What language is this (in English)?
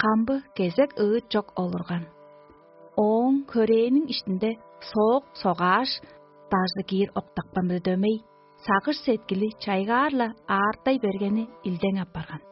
Tuvinian